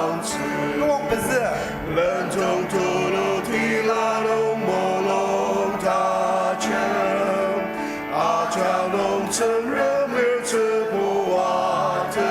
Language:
Ao Naga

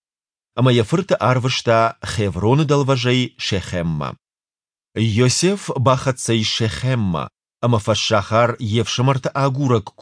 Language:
Ossetic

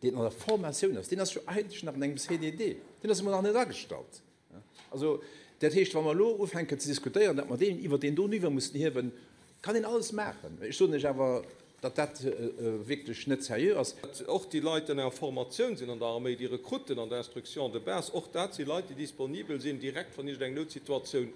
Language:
Luxembourgish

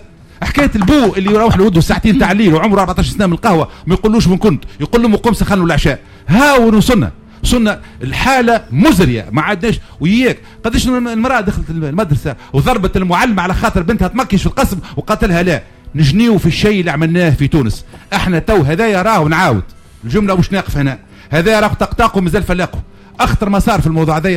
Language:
Tunisian Arabic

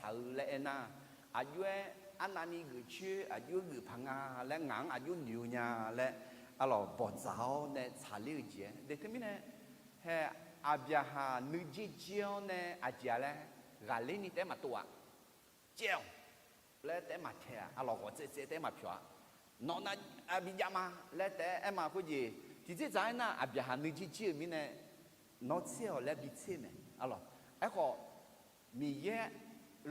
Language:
Akha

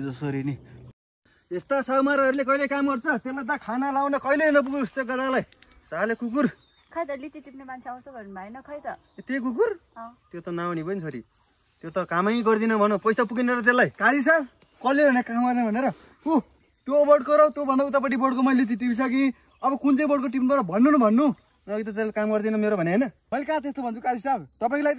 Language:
Nepali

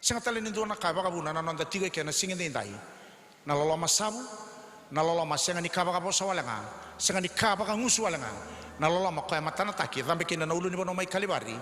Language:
Fijian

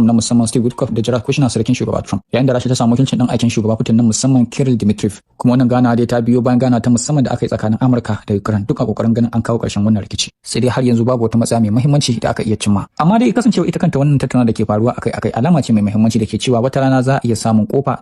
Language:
Hausa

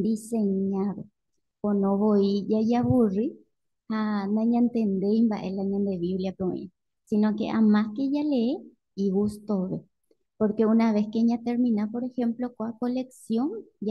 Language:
Guarani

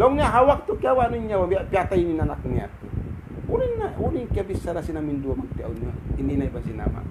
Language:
Tausug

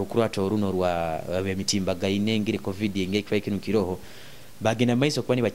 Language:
Nyoro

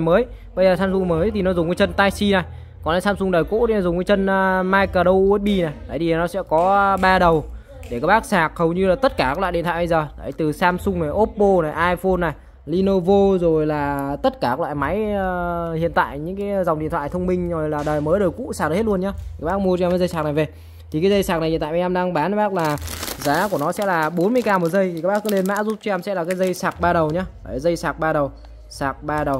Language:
Vietnamese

